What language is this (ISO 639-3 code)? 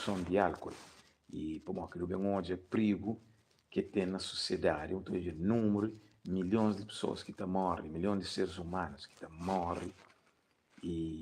kea